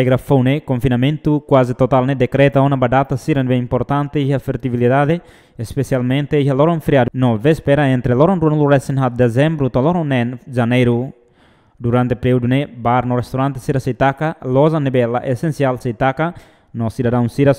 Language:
Tetum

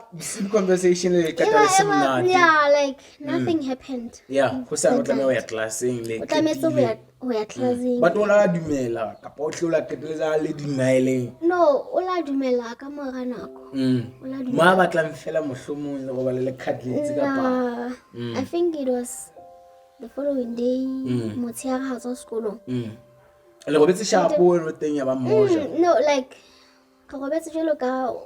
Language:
Southern Sotho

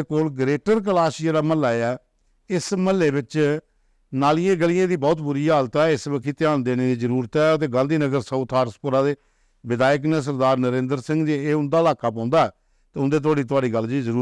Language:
Dogri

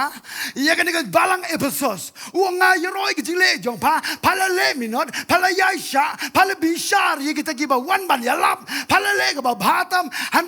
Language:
Khasi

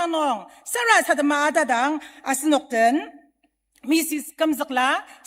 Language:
Ao Naga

